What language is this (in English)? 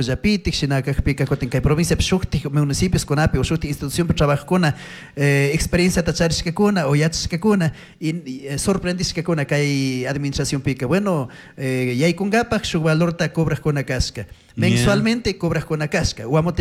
Chimborazo Highland Quichua